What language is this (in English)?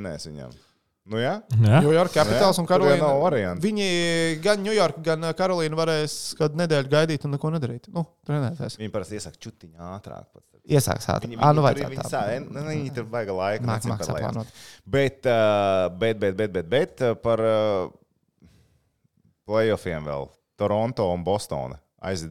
Latvian